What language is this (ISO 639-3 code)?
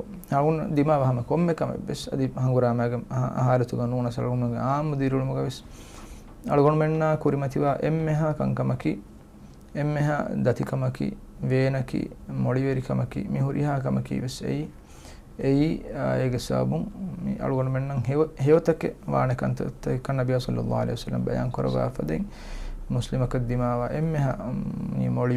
div